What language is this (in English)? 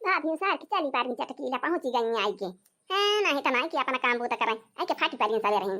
Awadhi